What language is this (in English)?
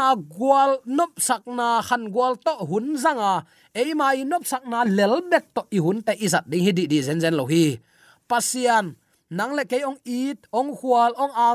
Tedim Chin